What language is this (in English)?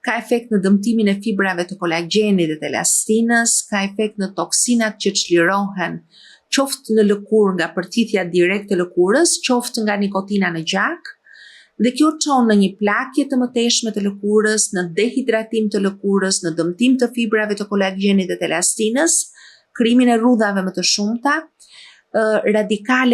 Albanian